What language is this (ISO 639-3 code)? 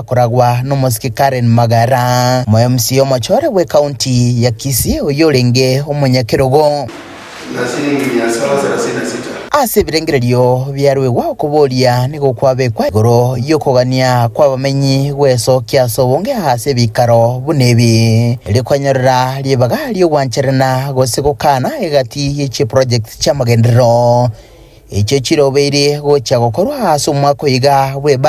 guz